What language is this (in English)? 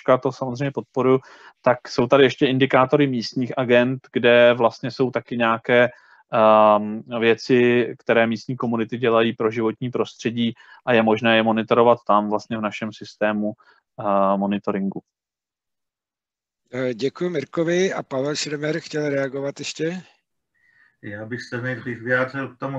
Czech